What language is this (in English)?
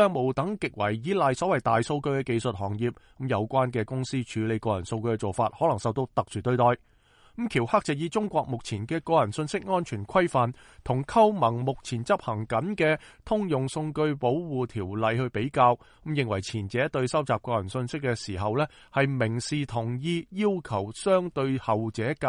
Cantonese